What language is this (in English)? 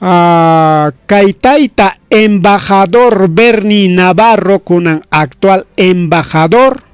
Ayacucho Quechua